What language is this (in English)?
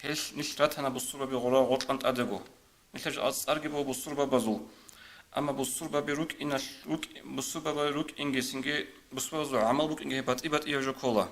Avaric